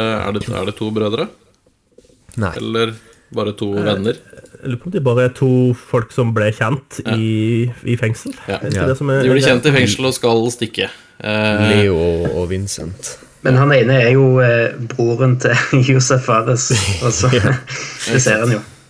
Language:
Norwegian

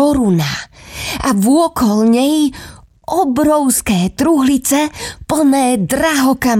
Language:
Slovak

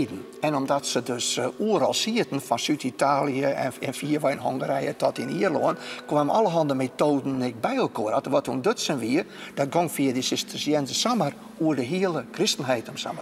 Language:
Western Frisian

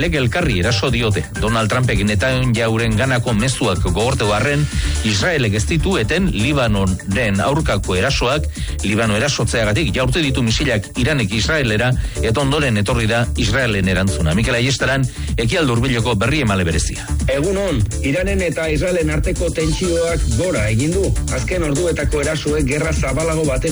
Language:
Basque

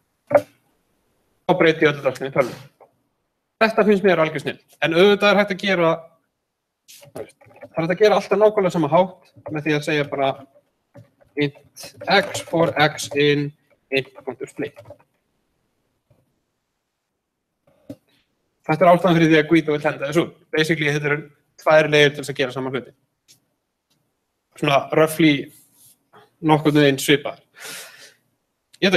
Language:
Icelandic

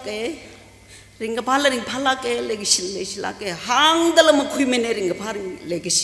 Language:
Tangkhul Naga (India)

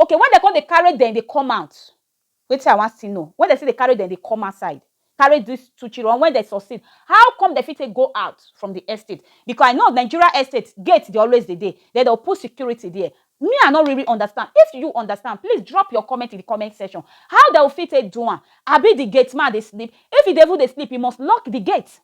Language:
Nigerian Pidgin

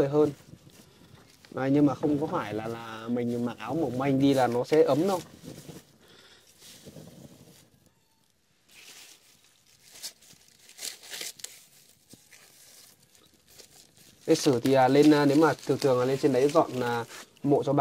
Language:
Vietnamese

